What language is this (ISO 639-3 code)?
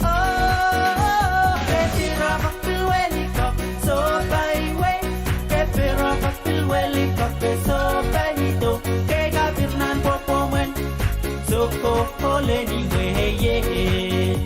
pon